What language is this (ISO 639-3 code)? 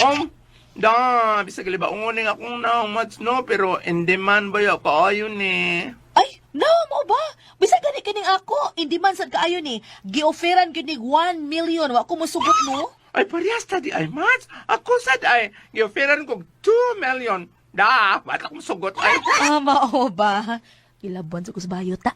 ceb